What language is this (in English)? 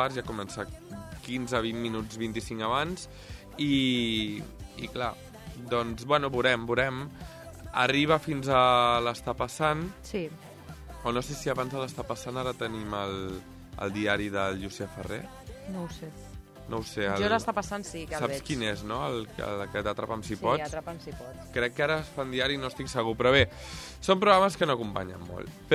Catalan